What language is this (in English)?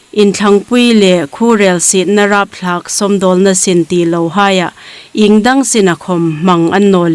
Hmar